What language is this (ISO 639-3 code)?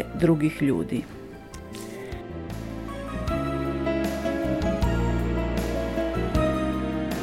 hrv